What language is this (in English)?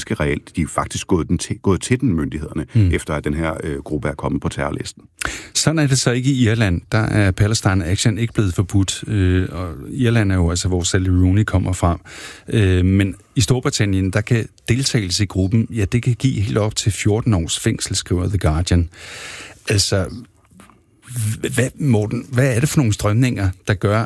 Danish